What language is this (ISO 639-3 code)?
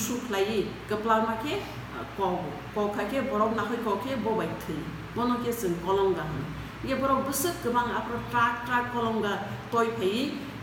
trp